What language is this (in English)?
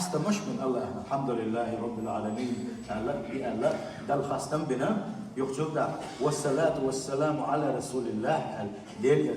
Chechen